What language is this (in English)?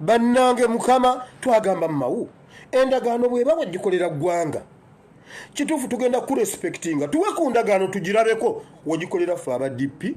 Ganda